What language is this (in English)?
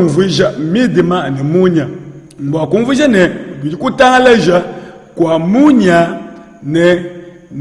Luba-Lulua